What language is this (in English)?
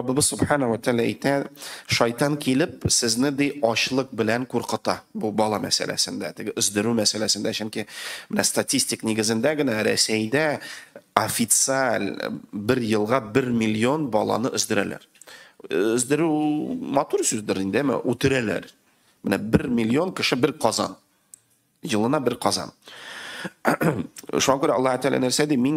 Tatar